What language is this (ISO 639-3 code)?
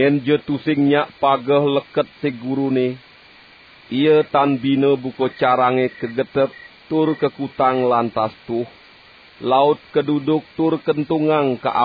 ban